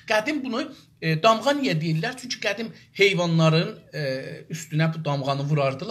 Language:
South Azerbaijani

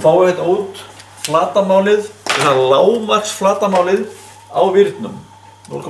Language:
Icelandic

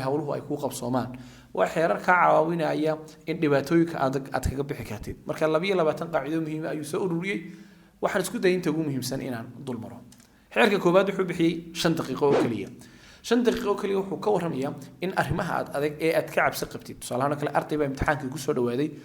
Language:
Somali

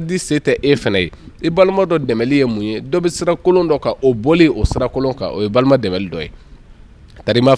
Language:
Bambara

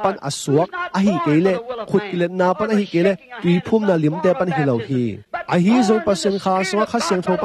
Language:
Tedim Chin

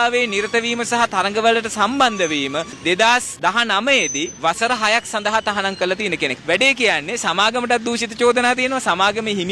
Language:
Sinhala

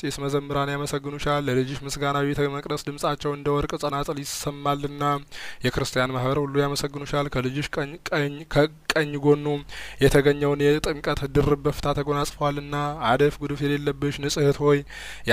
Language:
Amharic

